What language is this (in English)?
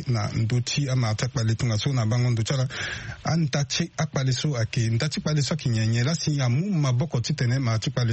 Sango